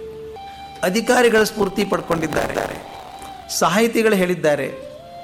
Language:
Kannada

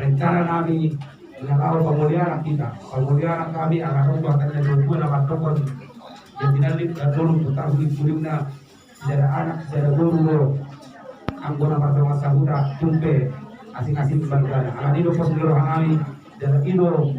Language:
Batak Toba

